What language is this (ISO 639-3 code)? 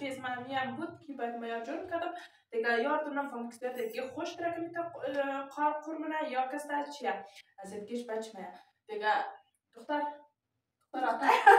fas